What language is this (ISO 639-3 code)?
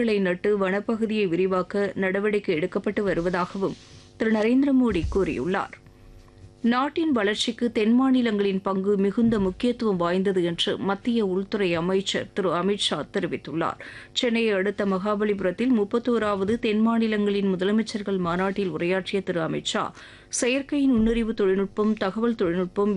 tam